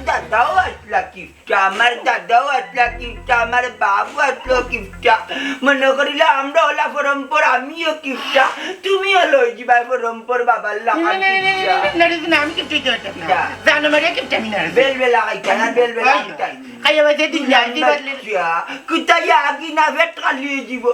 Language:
Sylheti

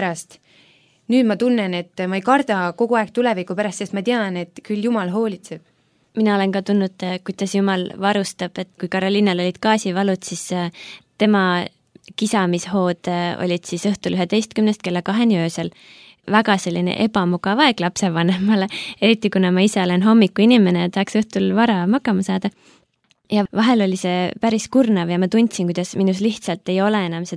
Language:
Estonian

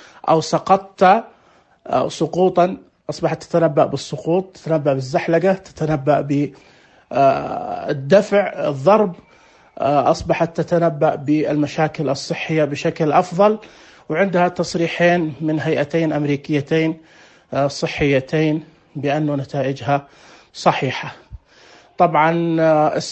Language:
Najdi Arabic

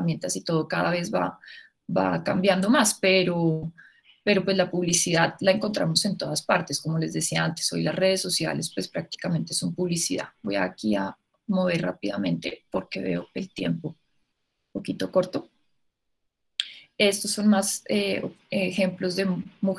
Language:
Spanish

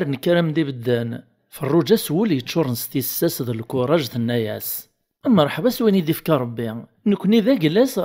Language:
Kabyle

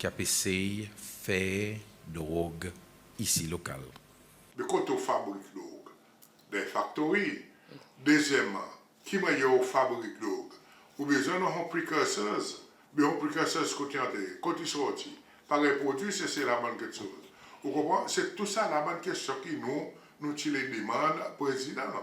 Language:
Seselwa Creole French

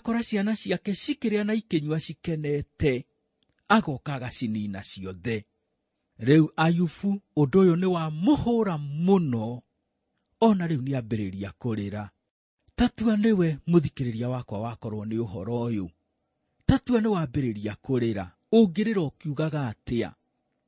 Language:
Kikuyu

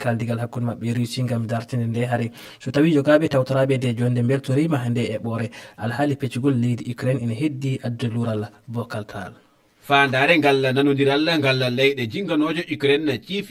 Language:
Fula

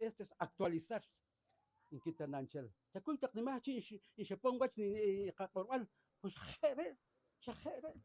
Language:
Poqomchi'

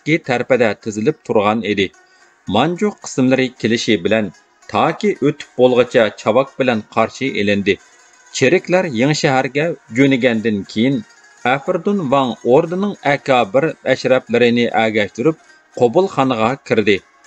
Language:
Uyghur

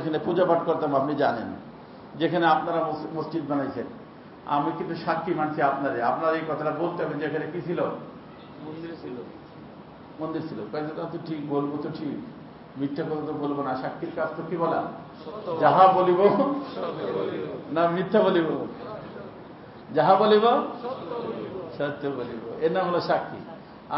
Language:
Bangla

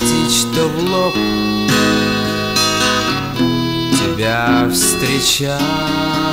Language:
Russian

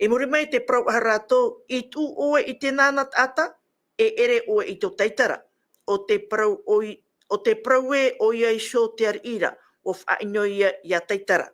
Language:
Tahitian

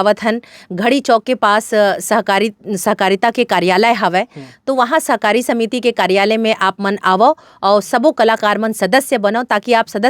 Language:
Chhattisgarhi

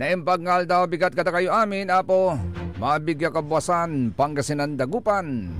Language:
Pangasinan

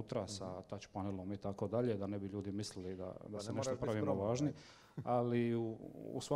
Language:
Croatian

